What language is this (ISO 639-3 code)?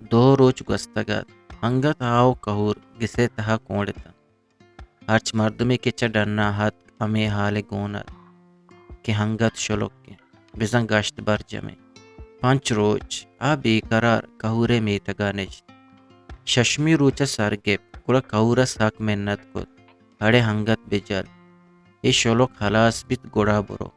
bgp